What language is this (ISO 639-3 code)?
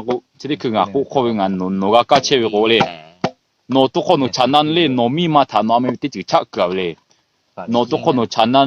lhu